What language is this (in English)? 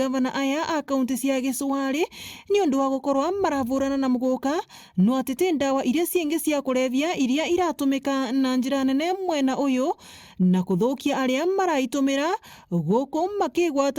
Meru